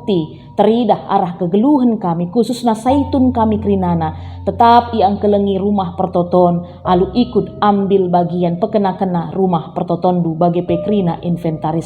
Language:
Batak Karo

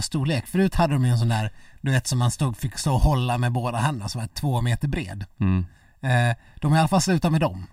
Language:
Swedish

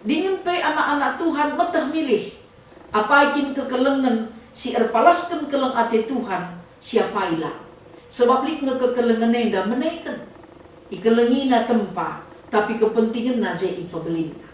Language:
Batak Karo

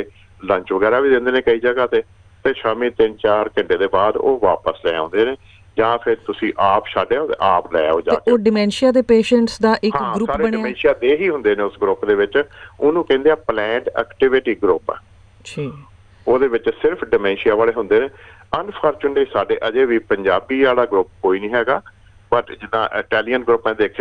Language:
Punjabi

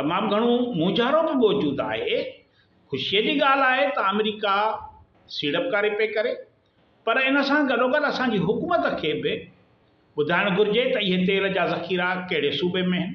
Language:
Sindhi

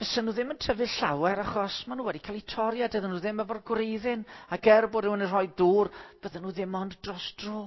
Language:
Welsh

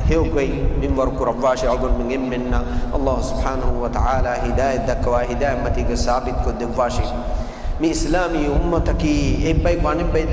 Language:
Divehi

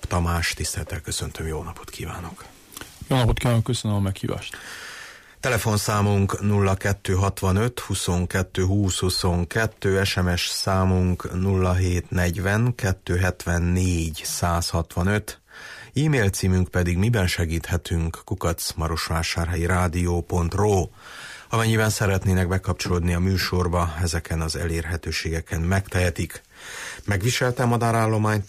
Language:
Hungarian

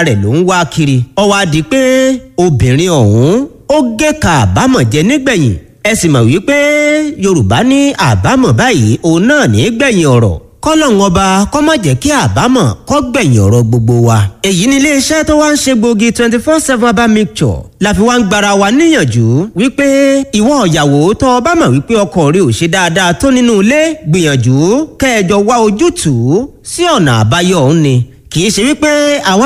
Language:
Yoruba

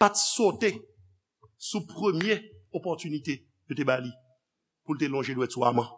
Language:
Haitian Creole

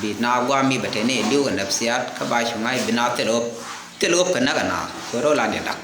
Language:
Nuer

